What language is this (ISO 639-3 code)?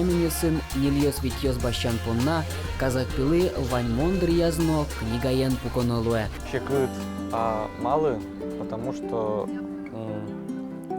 udm